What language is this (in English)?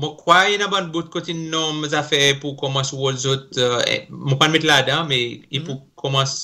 Seselwa Creole French